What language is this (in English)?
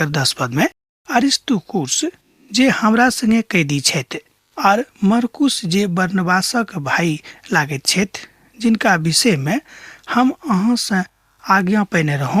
Maithili